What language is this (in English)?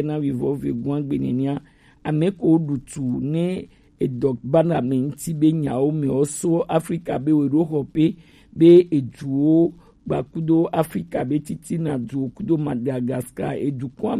Gen